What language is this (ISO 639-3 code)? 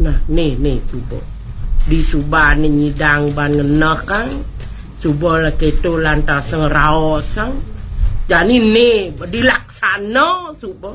ban